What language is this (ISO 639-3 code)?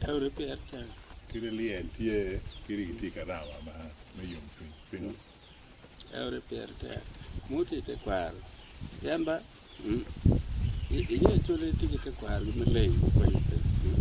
ach